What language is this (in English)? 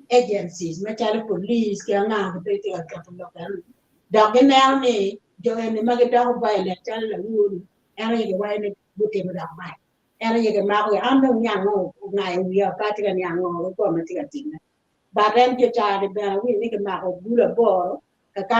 Acoli